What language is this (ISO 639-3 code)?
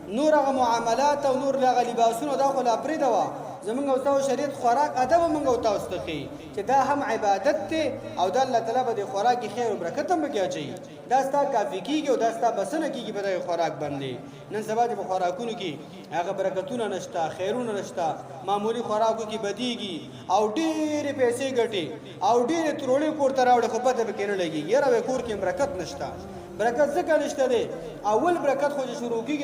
pus